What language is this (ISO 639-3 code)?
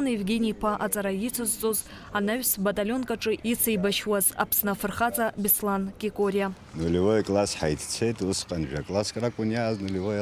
abk